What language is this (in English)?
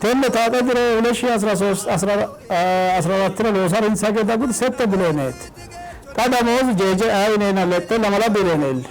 Sidamo